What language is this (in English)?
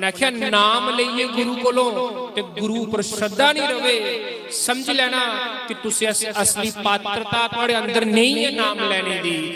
Dogri